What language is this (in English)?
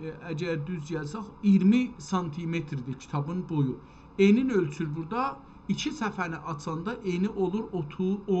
South Azerbaijani